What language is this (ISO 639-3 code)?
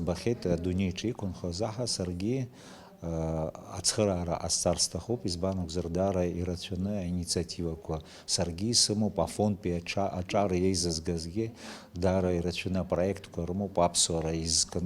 abk